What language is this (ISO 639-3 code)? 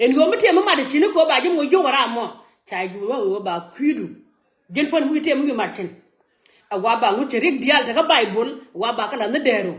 nus